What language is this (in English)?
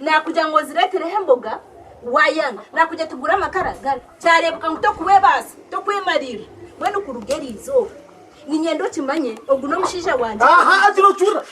Nyankole